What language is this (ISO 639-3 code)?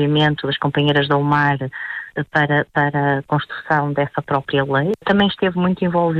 por